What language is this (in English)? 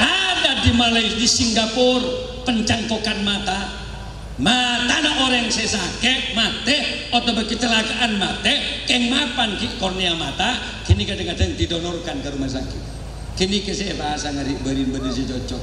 Madurese